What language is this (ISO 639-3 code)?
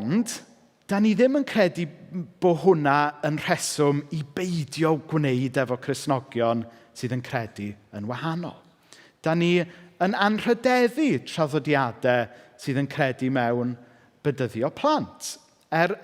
cym